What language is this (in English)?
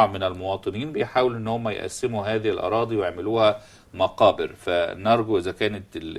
Egyptian Arabic